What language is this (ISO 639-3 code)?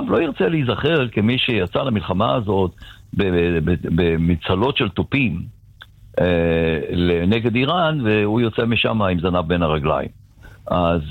heb